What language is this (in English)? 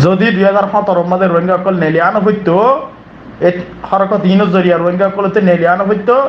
Rohingya